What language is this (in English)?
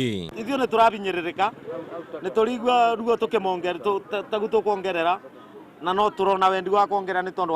Kikuyu